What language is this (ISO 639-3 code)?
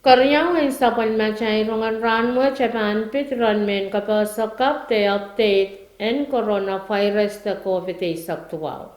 pon